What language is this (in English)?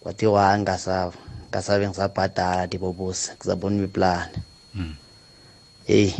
South Ndebele